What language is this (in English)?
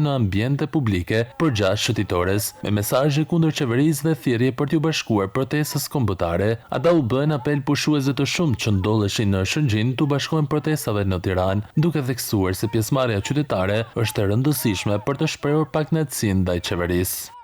Albanian